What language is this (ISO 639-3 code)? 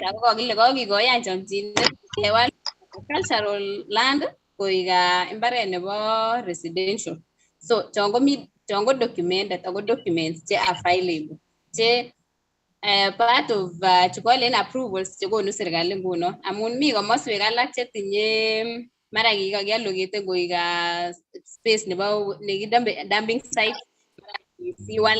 kln